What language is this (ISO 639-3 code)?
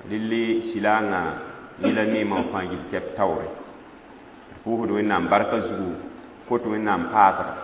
mos